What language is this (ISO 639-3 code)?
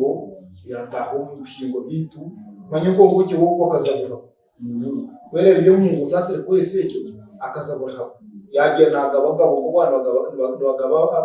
nyn